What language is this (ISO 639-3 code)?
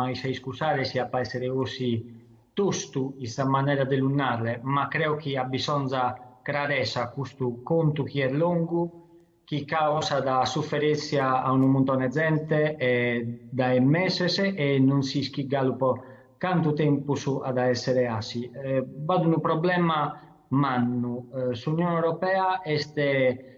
srd